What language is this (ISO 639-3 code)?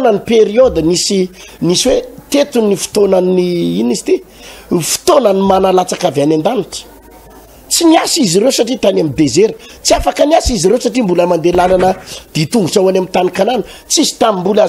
mlg